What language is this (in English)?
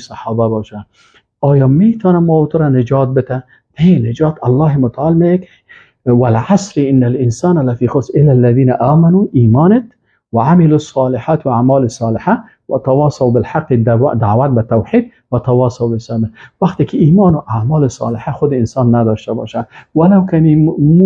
Persian